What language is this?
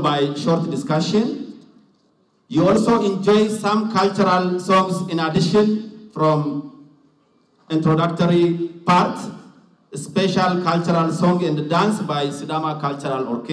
Sidamo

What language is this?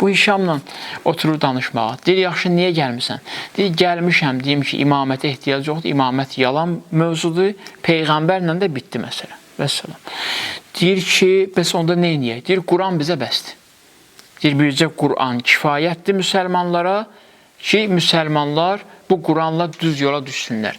Azerbaijani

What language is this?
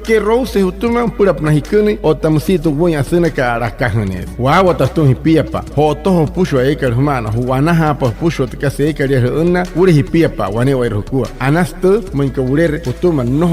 Wayuu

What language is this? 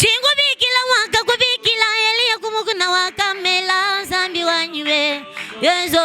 Luba-Lulua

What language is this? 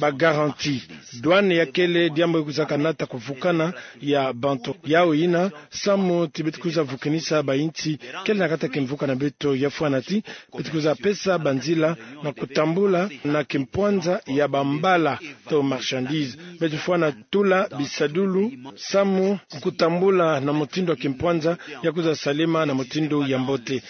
Kituba (Democratic Republic of Congo)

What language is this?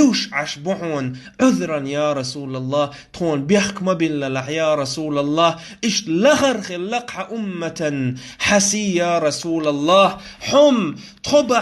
Chechen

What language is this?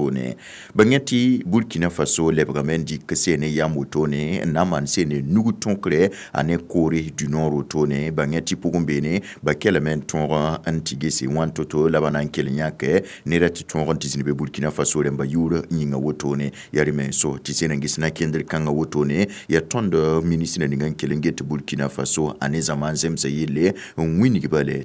Mossi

